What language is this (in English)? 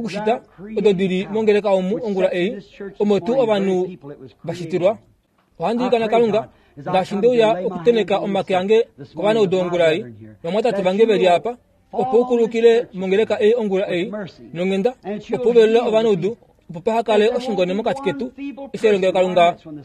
Kuanyama